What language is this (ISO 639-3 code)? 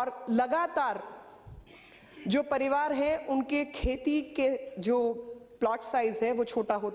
hin